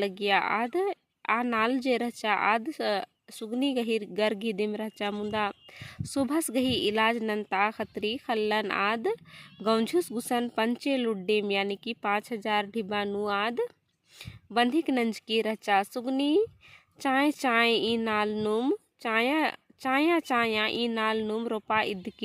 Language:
Kurukh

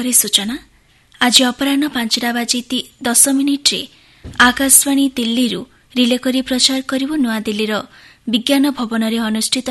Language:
Odia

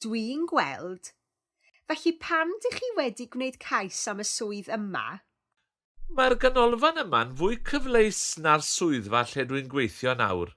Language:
Welsh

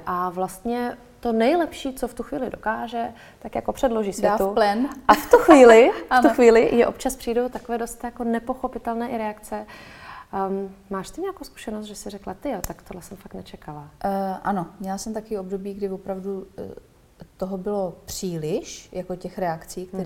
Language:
Czech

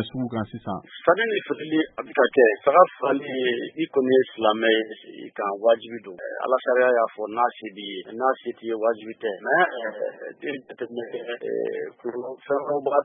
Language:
Bambara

